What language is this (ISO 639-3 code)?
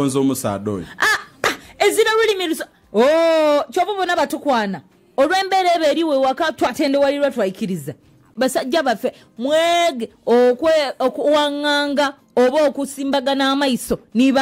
xog